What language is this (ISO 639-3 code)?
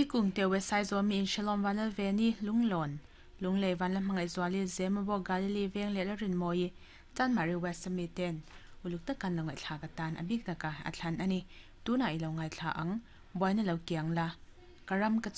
lus